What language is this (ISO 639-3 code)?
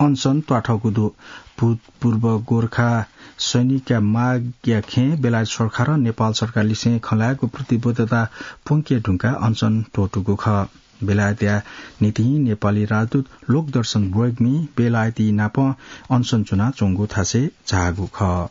new